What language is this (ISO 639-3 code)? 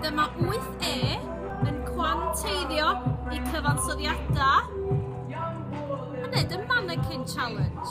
cym